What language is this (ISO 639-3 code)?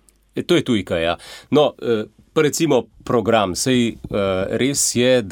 slv